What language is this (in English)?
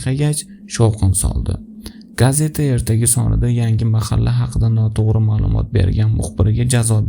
Uzbek